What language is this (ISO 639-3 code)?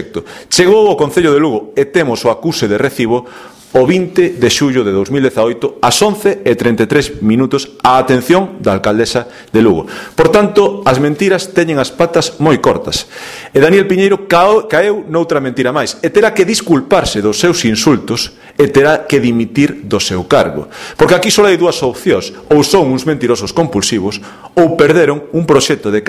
glg